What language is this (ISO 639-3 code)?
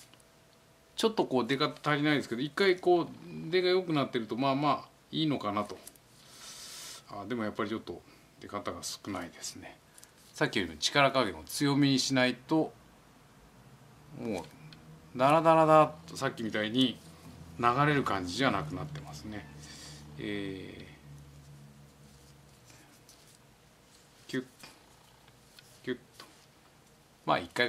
jpn